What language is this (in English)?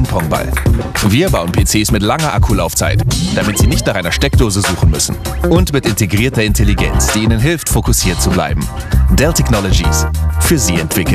German